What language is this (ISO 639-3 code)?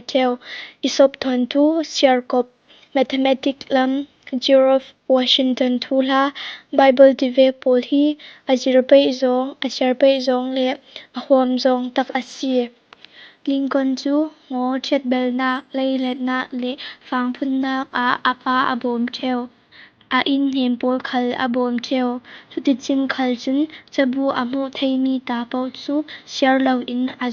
cfm